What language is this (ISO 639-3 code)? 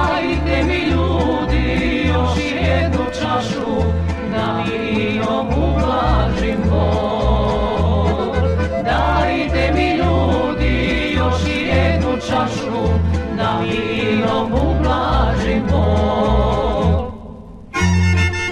srp